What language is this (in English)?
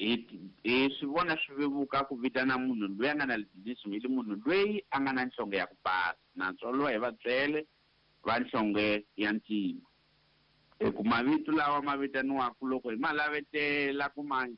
Tsonga